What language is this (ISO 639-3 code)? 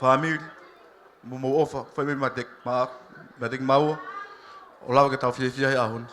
ton